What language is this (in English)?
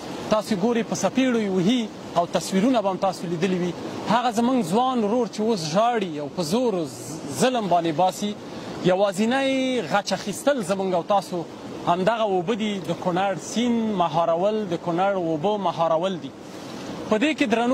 Pashto